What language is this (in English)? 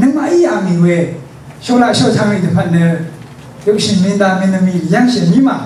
Rawang